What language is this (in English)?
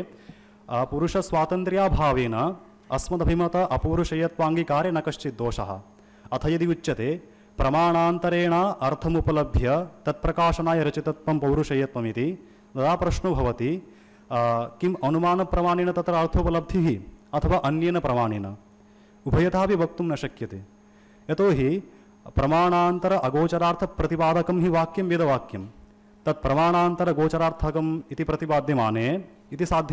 Sanskrit